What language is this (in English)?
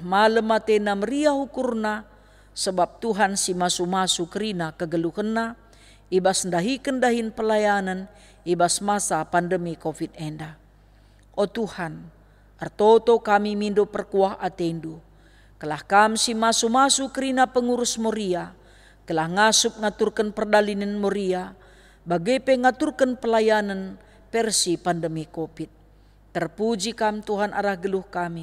Batak Karo